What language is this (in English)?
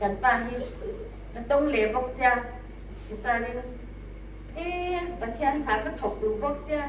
Hmar